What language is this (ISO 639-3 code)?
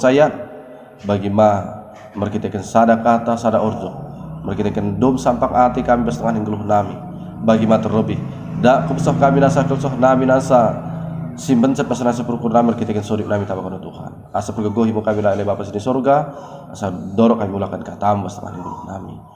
btd